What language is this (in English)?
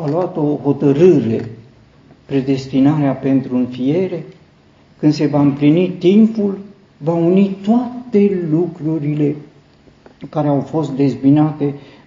Romanian